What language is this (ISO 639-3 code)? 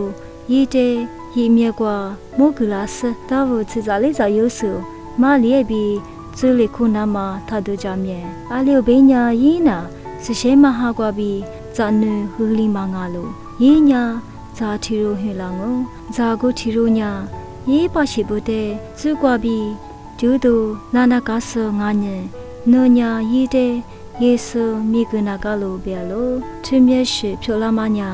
lis